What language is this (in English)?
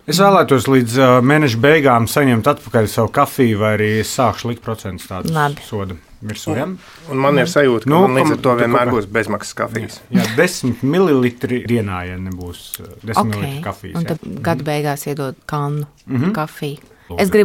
Latvian